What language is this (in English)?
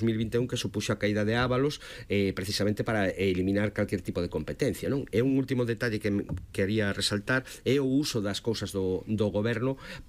Galician